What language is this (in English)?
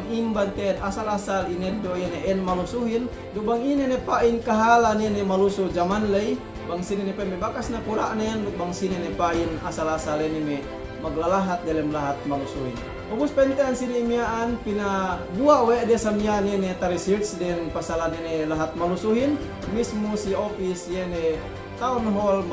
Yakan